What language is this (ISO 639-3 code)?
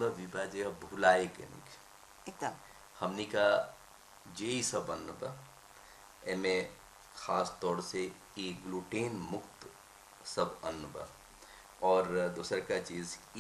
bho